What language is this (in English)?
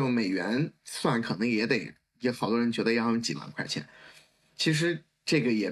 Chinese